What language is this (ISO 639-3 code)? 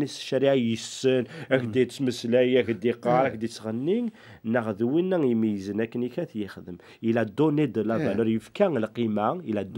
kab